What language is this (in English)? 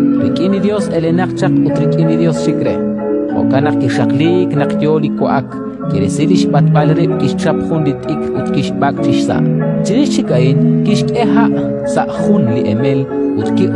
Kekchí